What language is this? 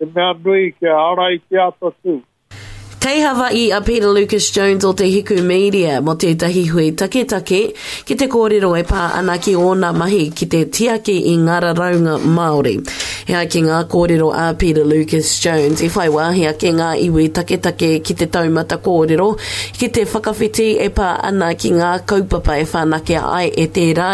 Māori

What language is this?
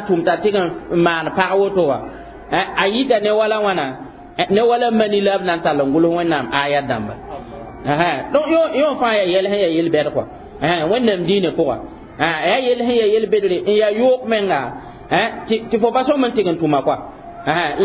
Mossi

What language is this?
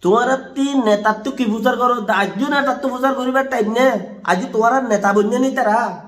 Rohingya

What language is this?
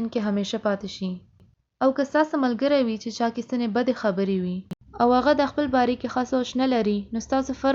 Pashto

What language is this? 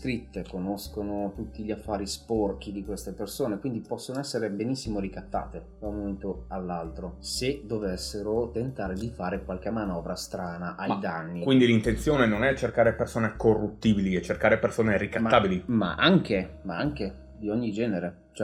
Italian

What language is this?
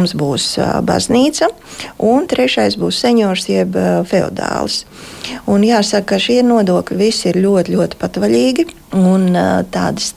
Latvian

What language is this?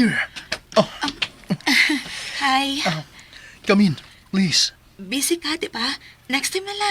Cebuano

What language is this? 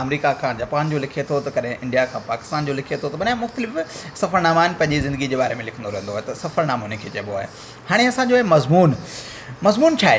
Sindhi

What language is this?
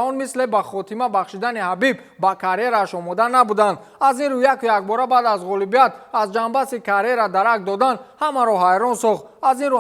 Tajik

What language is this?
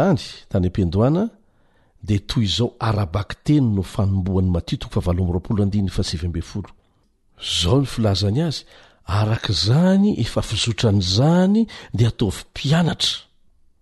Malagasy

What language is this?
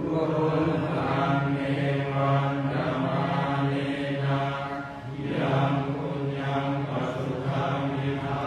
Pali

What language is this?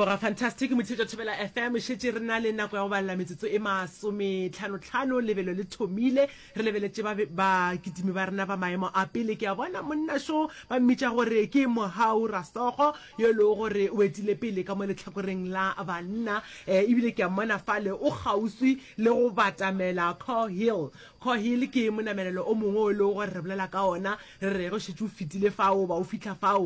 Northern Sotho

